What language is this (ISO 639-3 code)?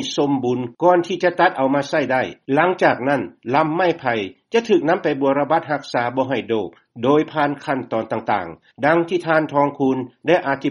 lao